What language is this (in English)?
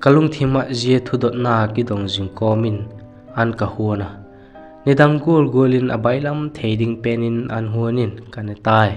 Vaiphei